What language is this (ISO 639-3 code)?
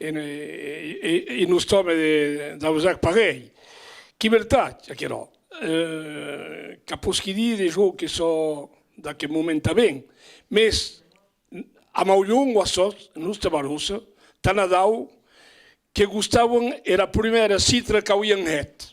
oci